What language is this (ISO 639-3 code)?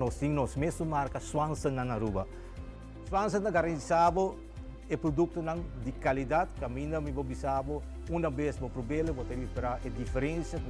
pap